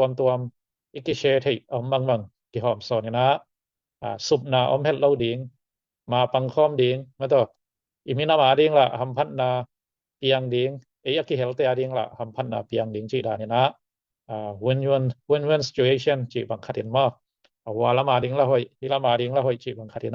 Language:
Tedim Chin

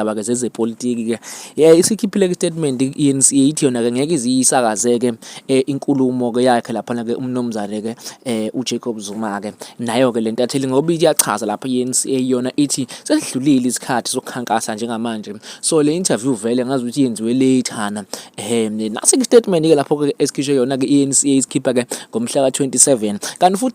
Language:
Zulu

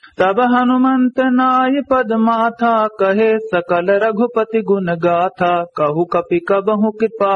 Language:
Awadhi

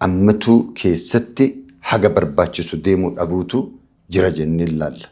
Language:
Oromo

